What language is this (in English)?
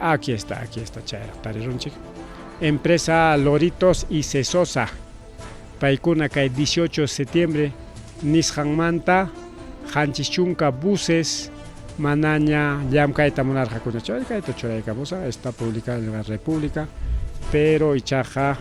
Ayacucho Quechua